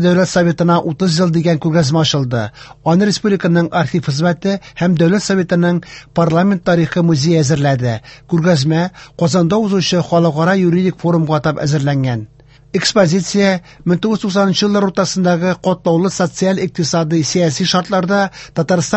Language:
Tatar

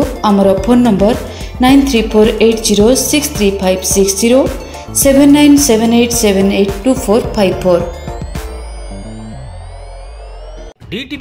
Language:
Odia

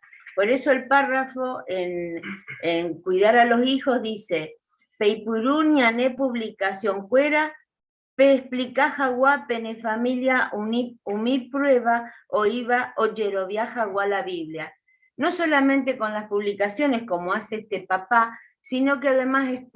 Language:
Guarani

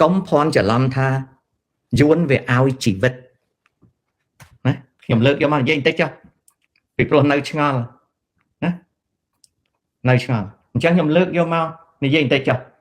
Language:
Khmer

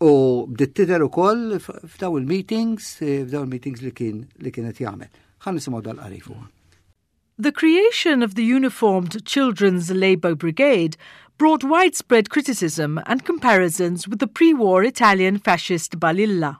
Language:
Maltese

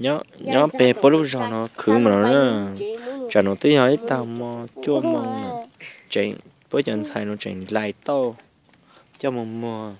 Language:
Hmong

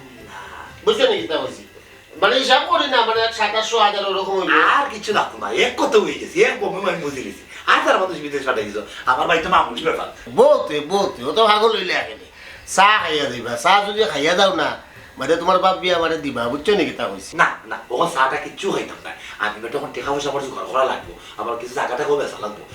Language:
Sylheti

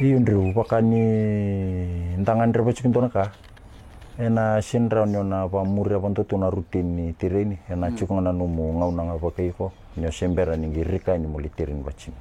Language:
Fijian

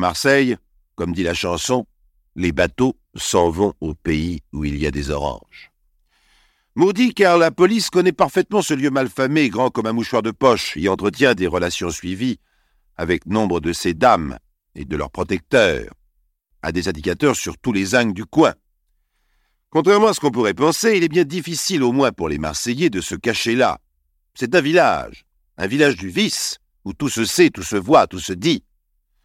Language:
French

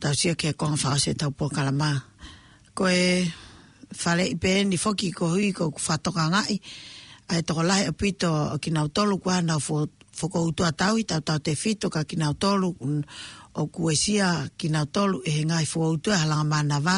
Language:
Tongan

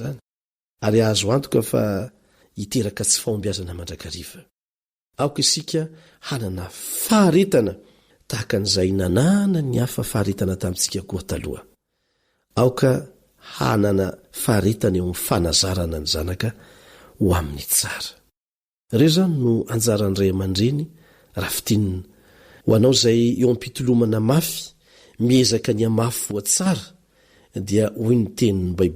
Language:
Malagasy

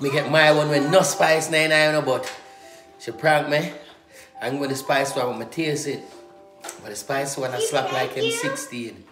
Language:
Jamaican Creole English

